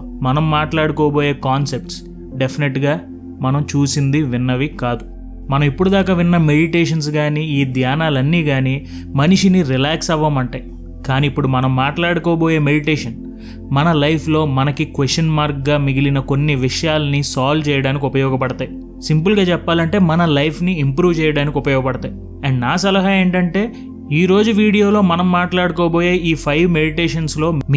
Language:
Telugu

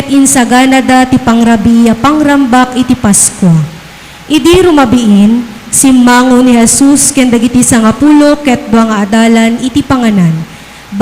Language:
Iloko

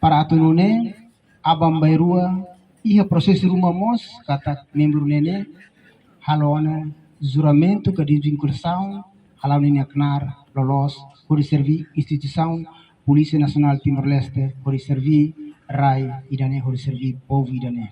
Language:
Tetum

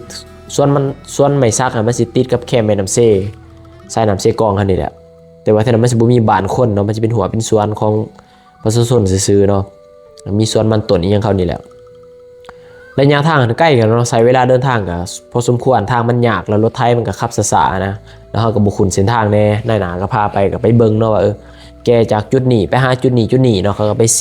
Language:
Lao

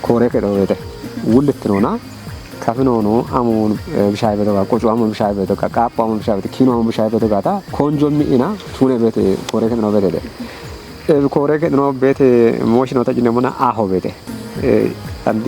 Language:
Kafa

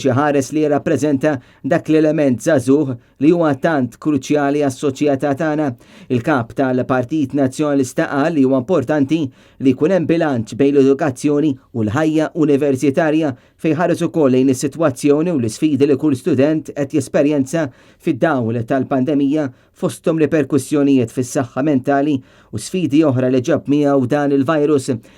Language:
Maltese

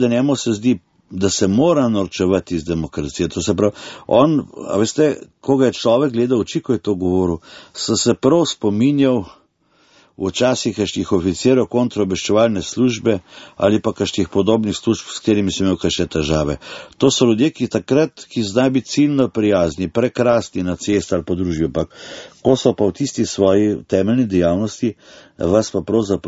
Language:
Slovenian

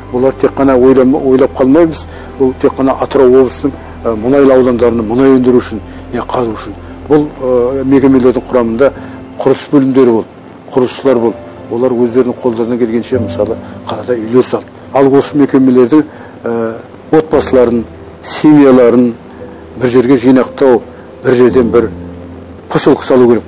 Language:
Kazakh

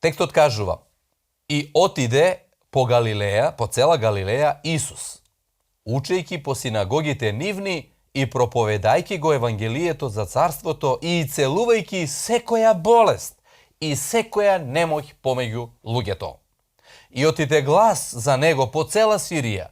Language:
Macedonian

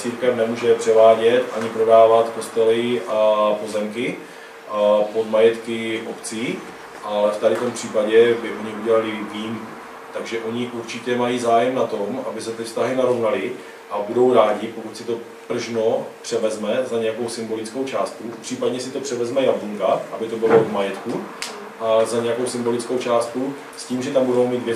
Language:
Czech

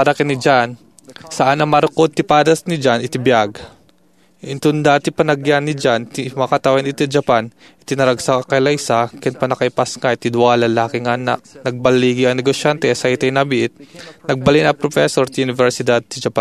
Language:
Iloko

